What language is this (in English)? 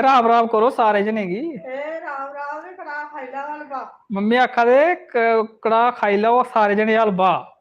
Dogri